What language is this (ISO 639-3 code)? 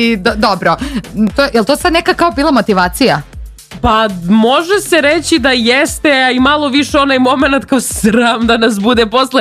srp